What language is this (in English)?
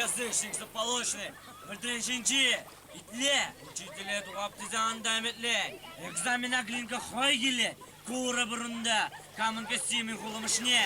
Chuvash